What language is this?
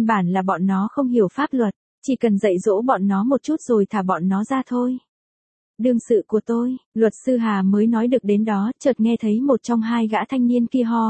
Vietnamese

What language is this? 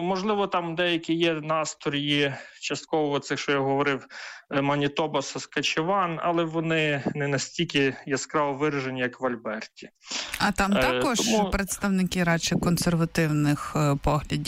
Ukrainian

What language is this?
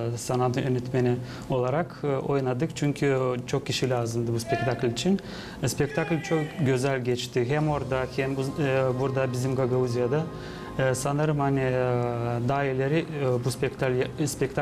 Gagauz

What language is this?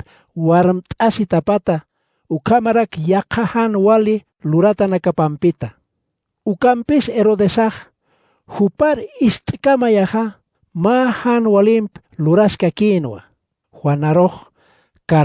Aymara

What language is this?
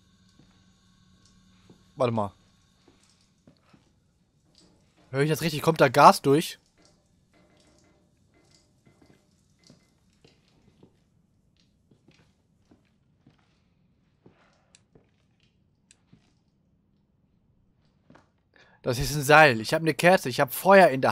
German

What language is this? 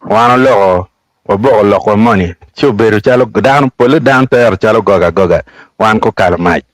Acoli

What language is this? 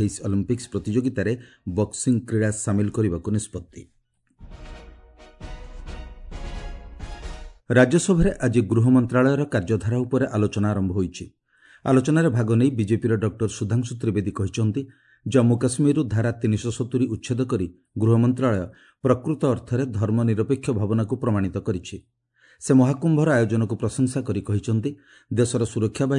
Odia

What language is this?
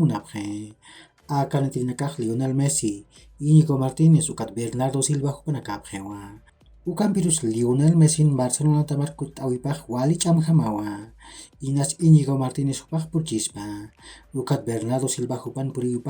Aymara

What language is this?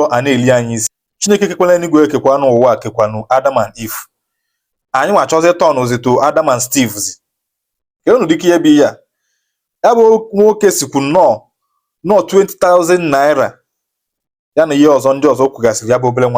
Igbo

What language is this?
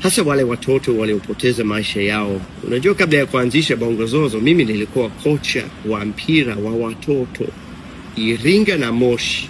Swahili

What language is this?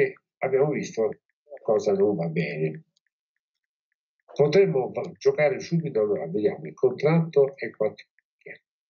Italian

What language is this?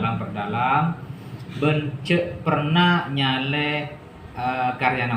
Madurese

